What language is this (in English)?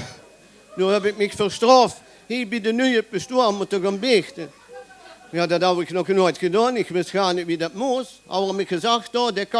Limburgish